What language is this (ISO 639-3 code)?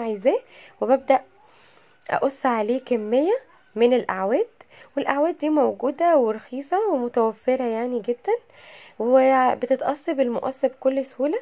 arz